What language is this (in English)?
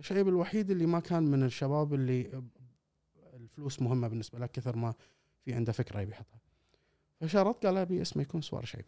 Gulf Arabic